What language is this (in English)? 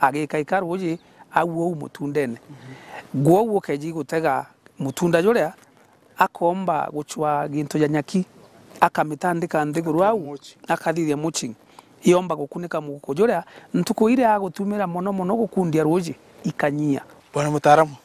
Meru